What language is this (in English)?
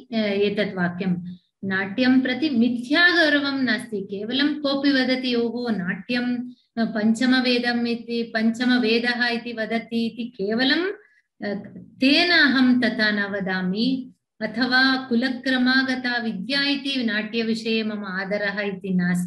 Sanskrit